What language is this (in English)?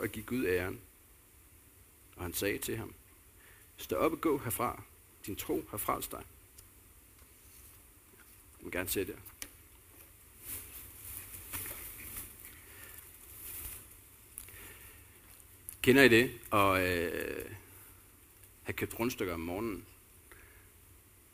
Danish